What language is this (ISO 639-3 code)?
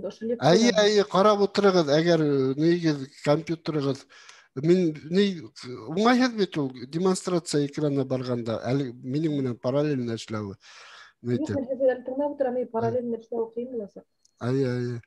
bak